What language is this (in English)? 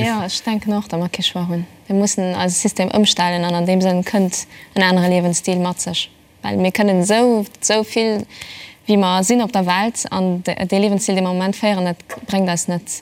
Luxembourgish